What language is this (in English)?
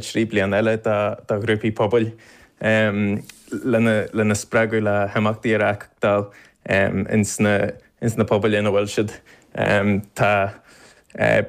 Irish